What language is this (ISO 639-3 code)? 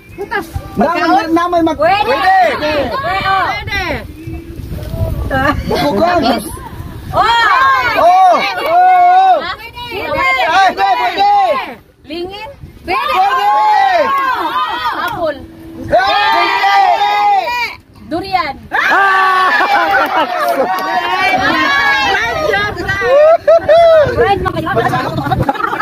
ceb